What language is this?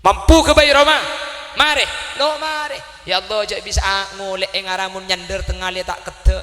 Madurese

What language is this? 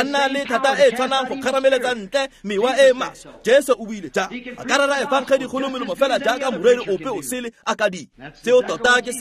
Tswana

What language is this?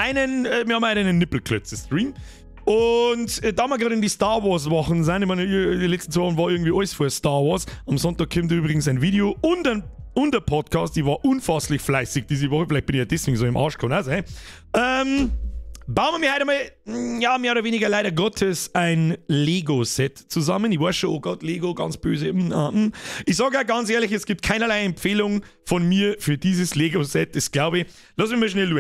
Bavarian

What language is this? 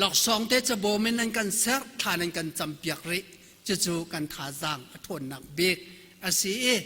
Hakha Chin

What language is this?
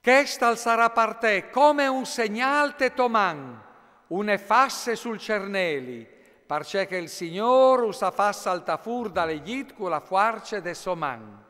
Friulian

